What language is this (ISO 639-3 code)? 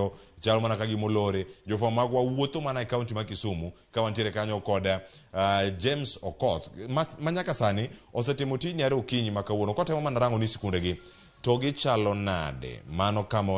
luo